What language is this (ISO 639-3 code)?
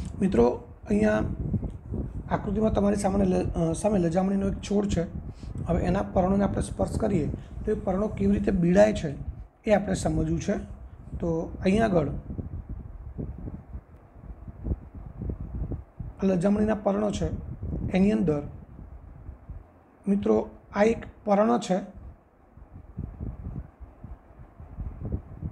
guj